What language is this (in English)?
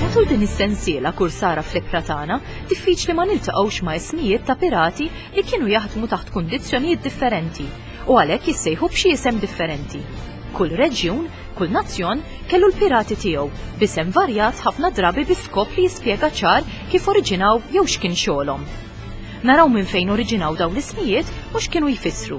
Maltese